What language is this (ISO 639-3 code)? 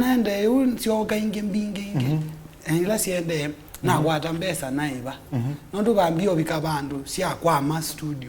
kam